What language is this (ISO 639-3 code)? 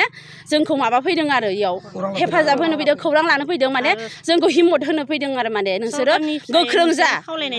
brx